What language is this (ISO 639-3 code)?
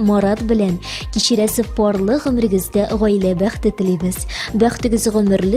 tat